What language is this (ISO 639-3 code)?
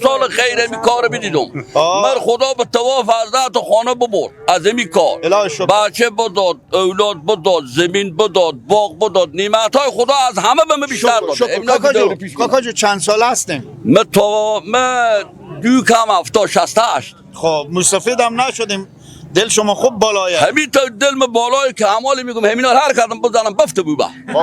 fas